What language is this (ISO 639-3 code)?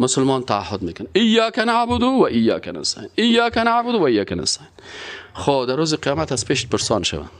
fas